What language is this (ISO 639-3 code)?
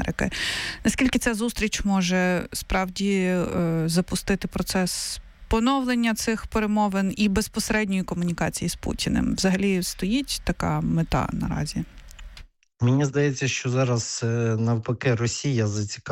ukr